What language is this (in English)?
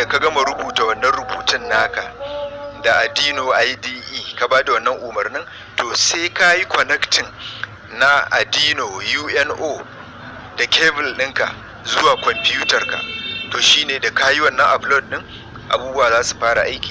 Hausa